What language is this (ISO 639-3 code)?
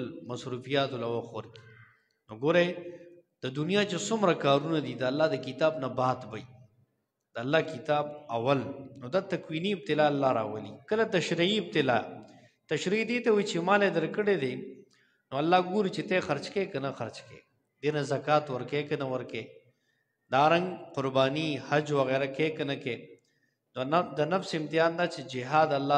pus